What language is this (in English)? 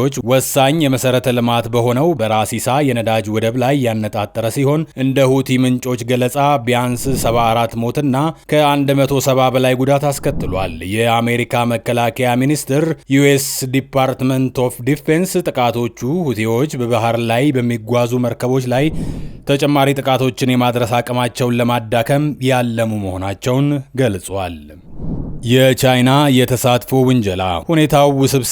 Amharic